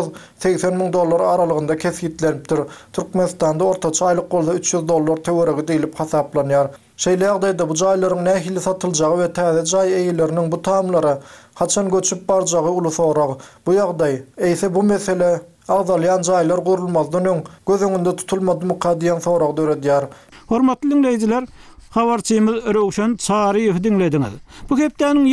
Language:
Turkmen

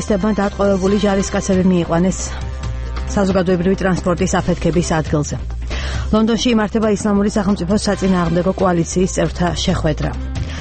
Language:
Georgian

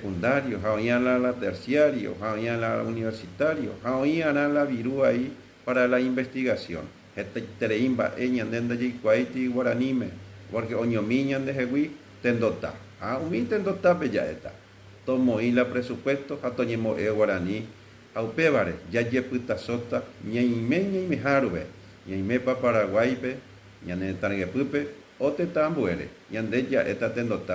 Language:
Guarani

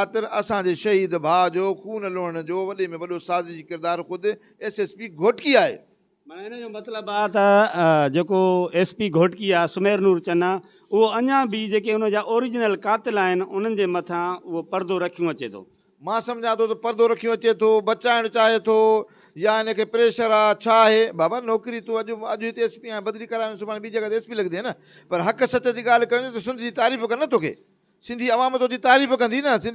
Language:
Sindhi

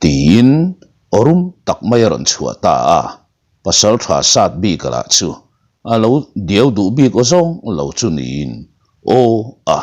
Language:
Mizo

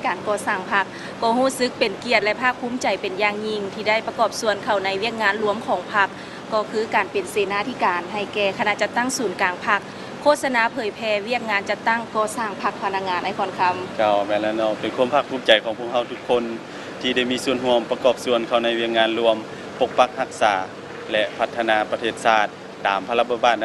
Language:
Lao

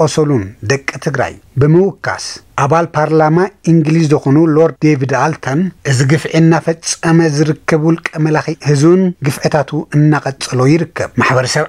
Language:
Tigrinya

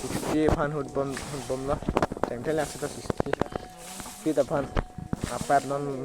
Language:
Karbi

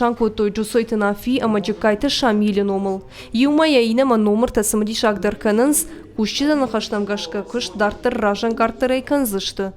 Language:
Ossetic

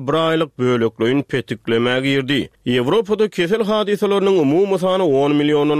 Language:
Turkmen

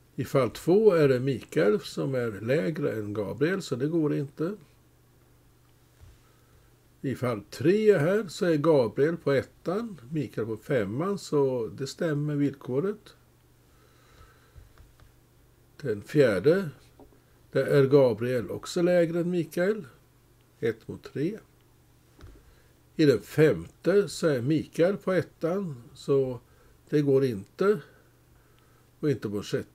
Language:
Swedish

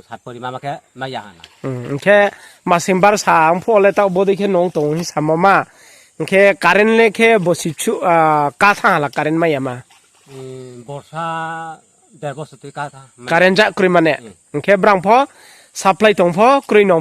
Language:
Riang (India)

